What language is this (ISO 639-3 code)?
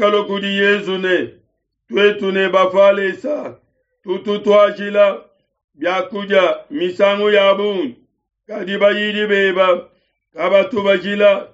lua